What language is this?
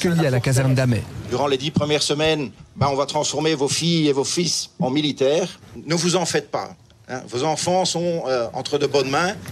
French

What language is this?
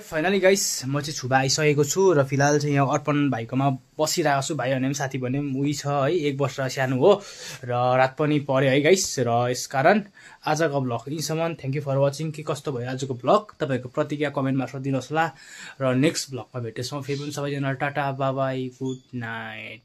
Nepali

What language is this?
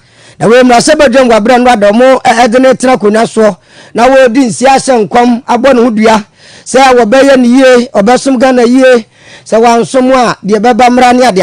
Akan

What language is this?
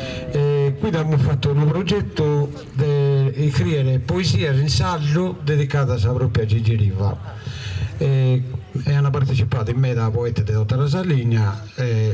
Sardinian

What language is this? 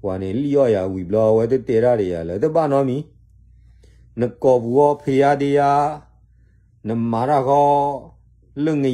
S'gaw Karen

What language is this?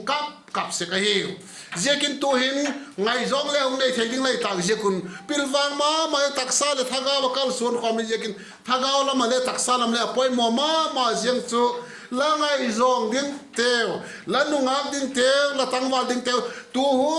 Vaiphei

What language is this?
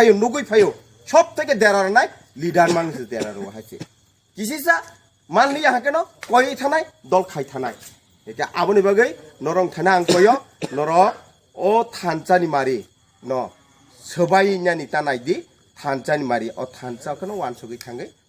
Kok Borok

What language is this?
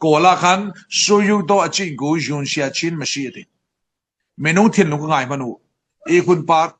Falam Chin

